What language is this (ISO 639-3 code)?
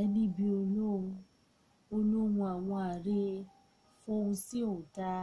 yor